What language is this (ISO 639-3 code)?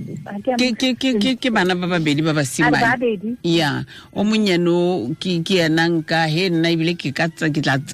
tsn